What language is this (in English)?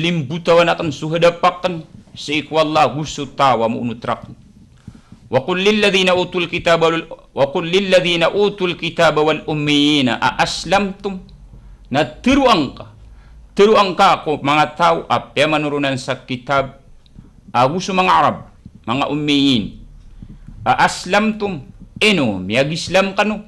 Maranao